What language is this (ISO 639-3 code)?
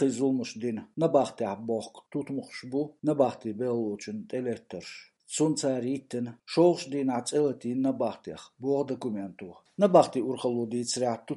che